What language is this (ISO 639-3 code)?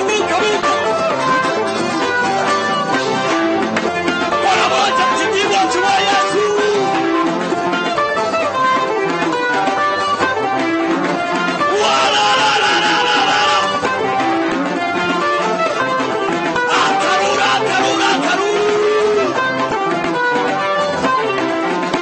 swa